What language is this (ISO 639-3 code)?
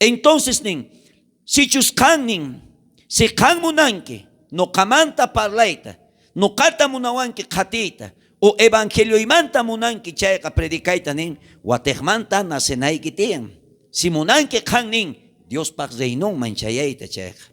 quh